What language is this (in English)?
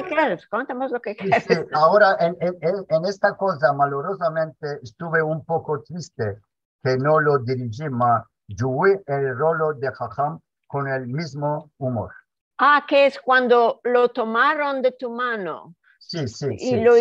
Ladino